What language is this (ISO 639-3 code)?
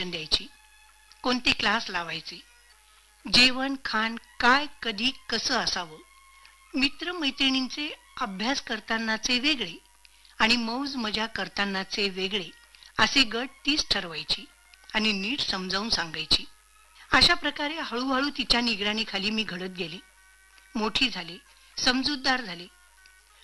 mar